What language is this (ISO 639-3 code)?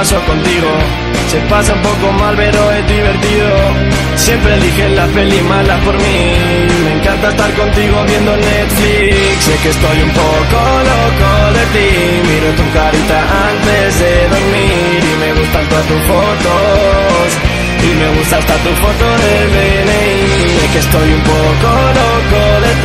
spa